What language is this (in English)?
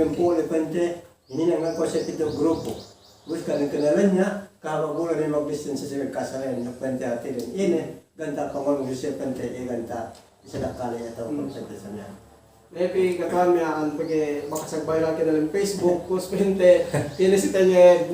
Yakan